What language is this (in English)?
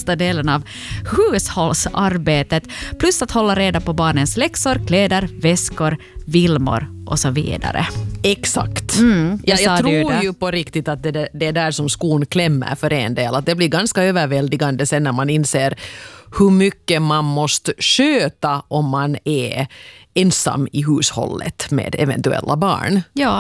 Swedish